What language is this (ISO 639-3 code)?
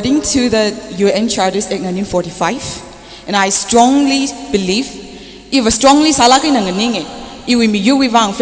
nmf